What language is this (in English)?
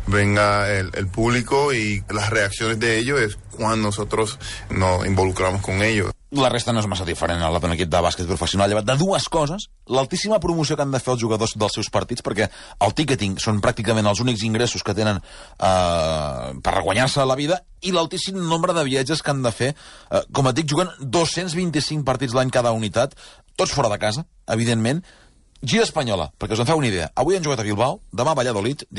Catalan